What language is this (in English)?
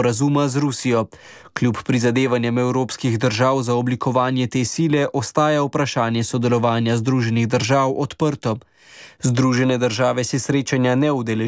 Slovenian